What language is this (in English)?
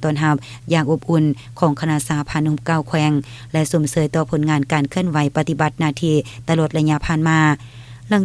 Lao